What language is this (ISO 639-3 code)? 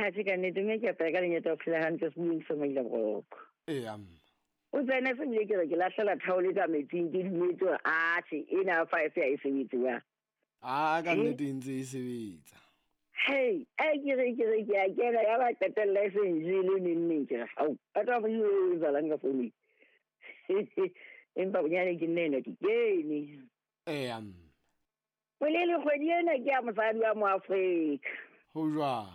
sot